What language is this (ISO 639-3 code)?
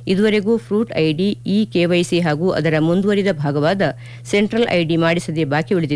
kan